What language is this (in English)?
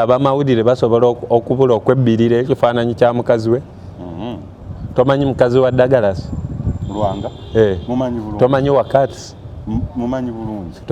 Ganda